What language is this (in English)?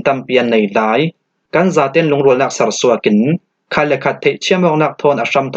Falam Chin